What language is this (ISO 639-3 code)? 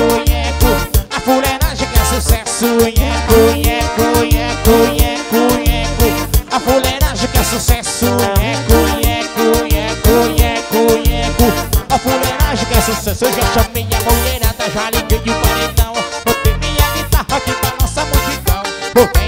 por